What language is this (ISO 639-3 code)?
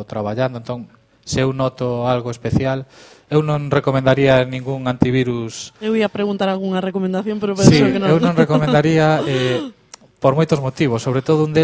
glg